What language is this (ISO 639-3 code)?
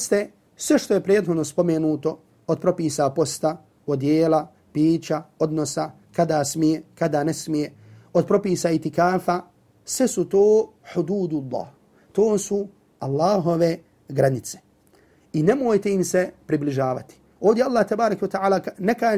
bos